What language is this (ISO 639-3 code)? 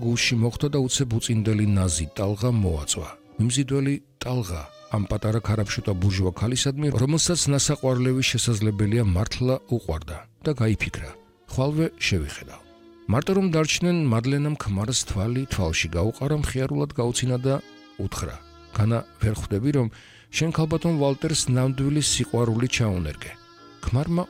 kat